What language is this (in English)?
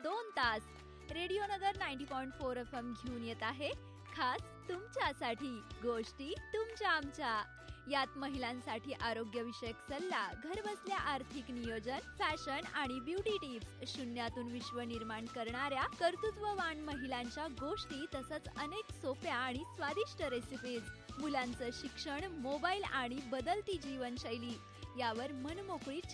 Marathi